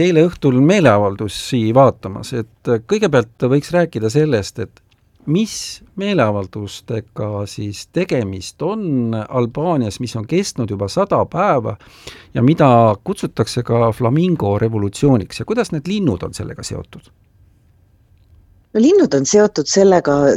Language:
Estonian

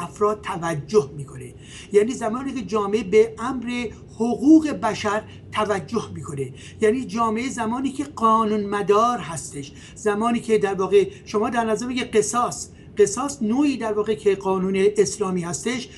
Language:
Persian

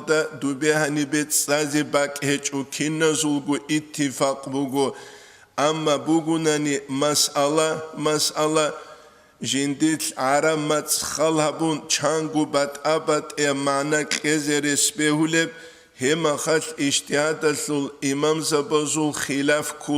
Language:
Avaric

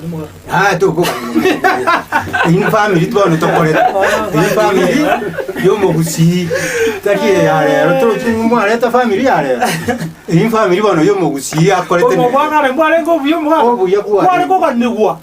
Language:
Gusii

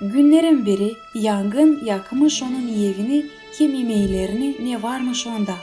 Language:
Gagauz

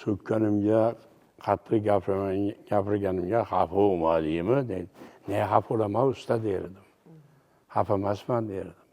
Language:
Uzbek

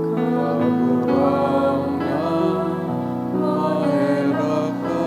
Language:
Bikol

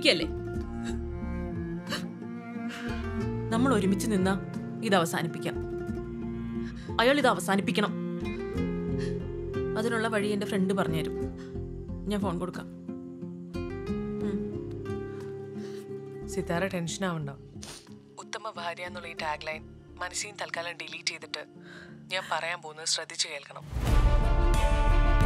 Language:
Malayalam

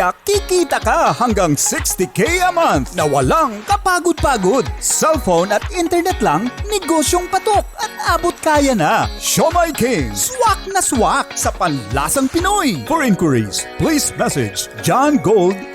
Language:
Bikol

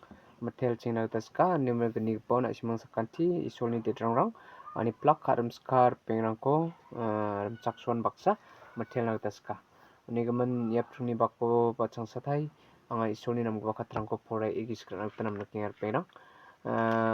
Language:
Garo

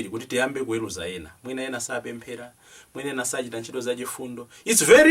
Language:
Nyanja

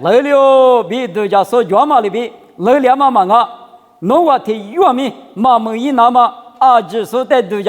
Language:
Lisu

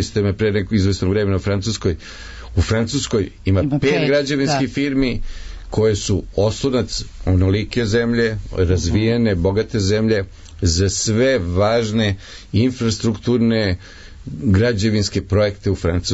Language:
Serbian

